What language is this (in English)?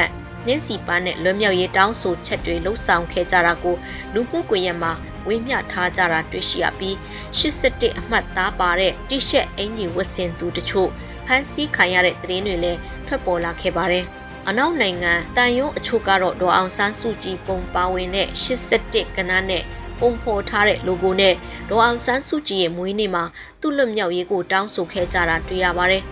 Burmese